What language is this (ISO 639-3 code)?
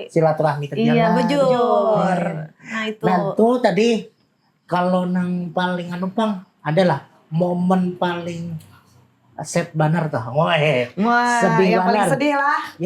bjn